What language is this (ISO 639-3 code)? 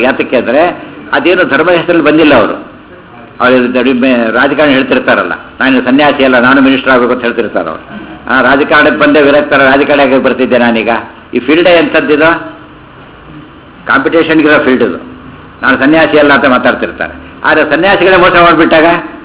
kan